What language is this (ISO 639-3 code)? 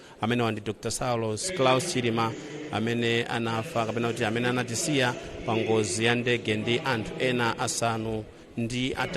nya